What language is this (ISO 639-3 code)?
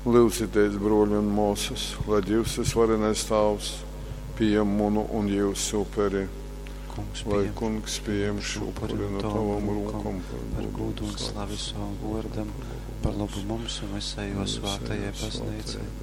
ltg